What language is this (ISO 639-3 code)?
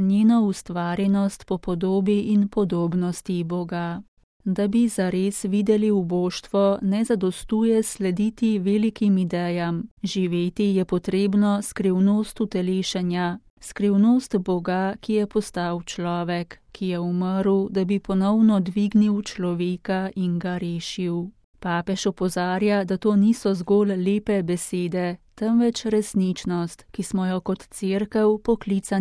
slv